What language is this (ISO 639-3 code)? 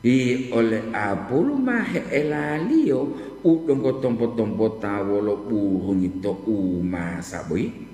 gor